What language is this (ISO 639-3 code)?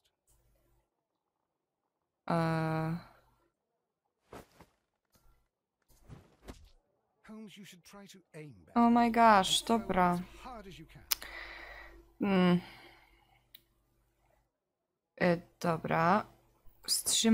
pol